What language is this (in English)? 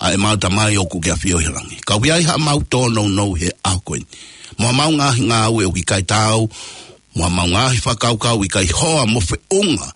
Tongan